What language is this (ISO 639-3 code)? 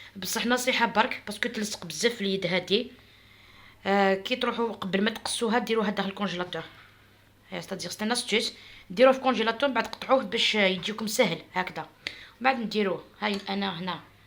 arq